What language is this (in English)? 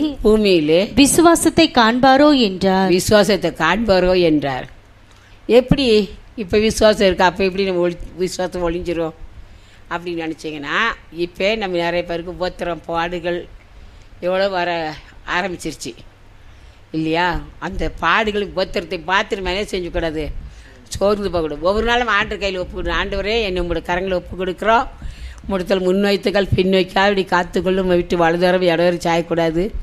Tamil